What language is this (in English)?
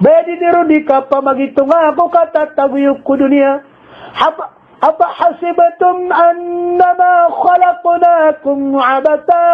Maranao